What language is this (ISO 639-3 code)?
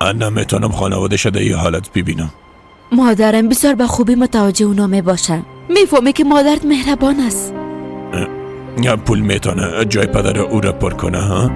fas